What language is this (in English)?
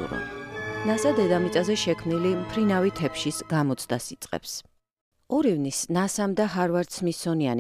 Georgian